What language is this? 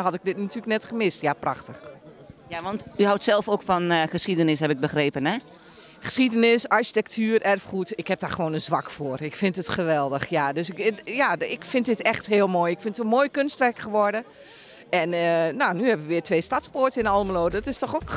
Dutch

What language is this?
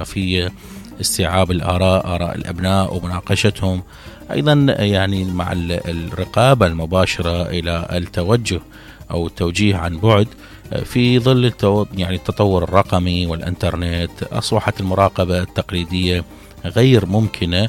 Mesopotamian Arabic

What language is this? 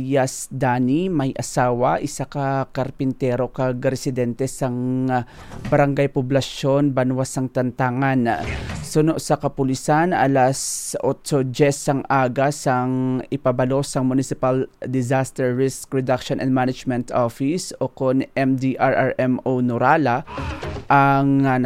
Hiligaynon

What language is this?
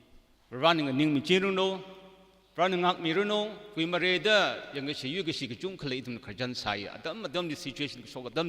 Tangkhul Naga (India)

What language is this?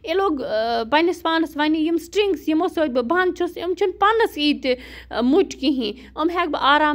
Kashmiri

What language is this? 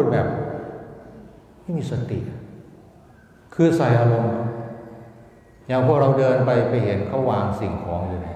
Thai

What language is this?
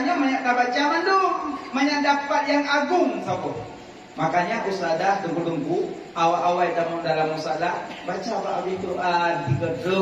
Achinese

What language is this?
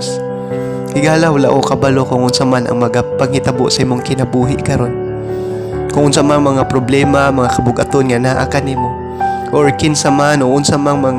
Cebuano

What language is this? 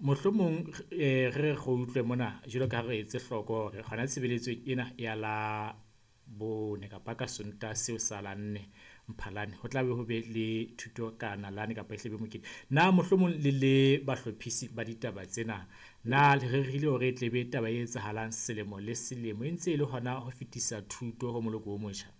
Southern Sotho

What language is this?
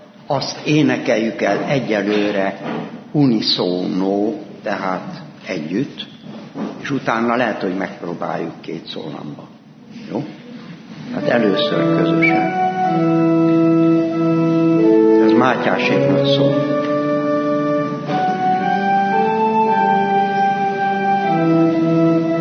Hungarian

